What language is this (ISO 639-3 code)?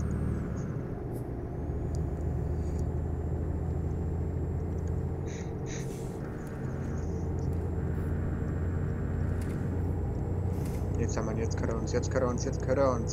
deu